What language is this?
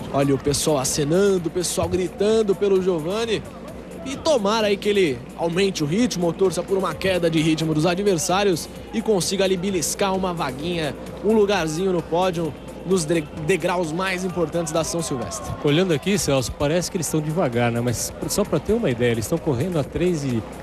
Portuguese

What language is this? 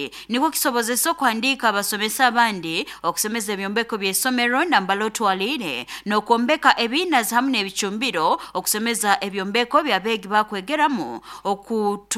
Nyoro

